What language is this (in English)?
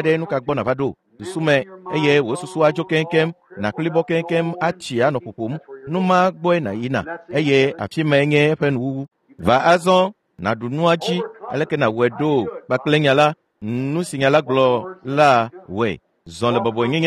Ewe